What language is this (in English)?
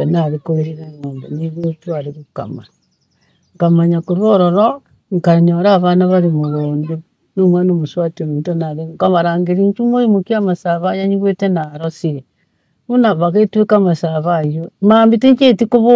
Gusii